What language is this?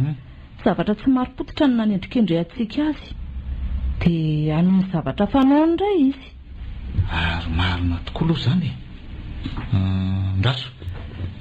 Malagasy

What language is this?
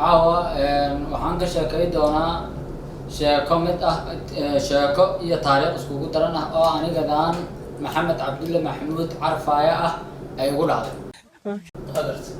Somali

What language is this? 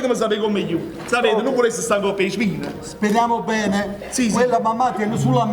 Neapolitan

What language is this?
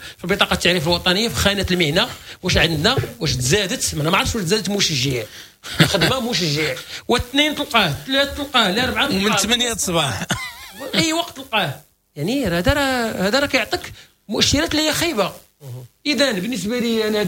Moroccan Arabic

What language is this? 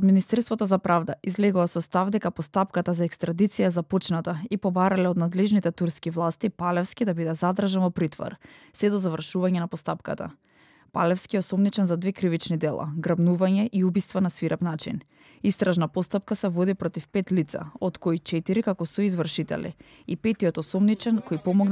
Macedonian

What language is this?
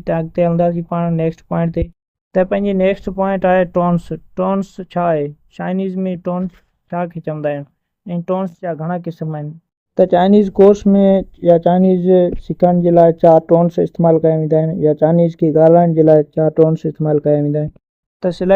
Sindhi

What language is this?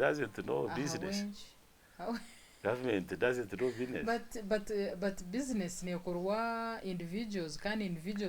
Nyankole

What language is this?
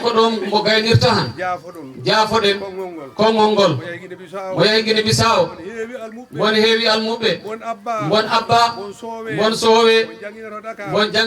Fula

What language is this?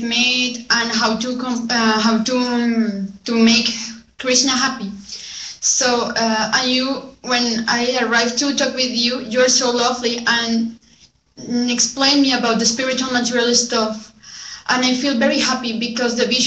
English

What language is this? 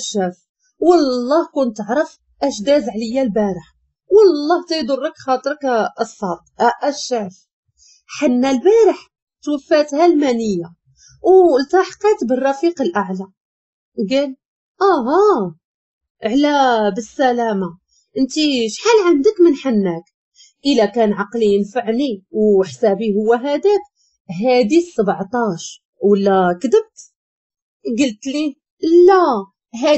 Moroccan Arabic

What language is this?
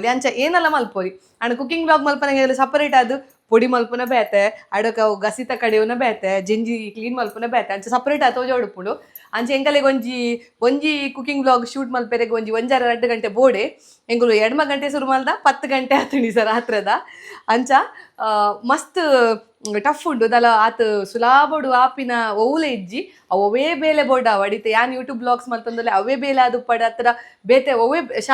Tulu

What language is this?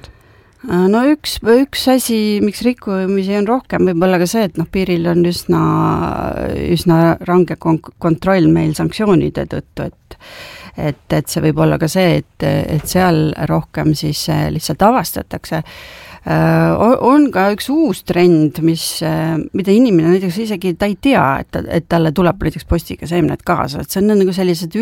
Estonian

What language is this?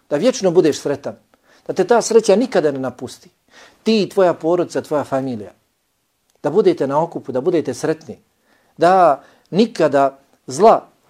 Bosnian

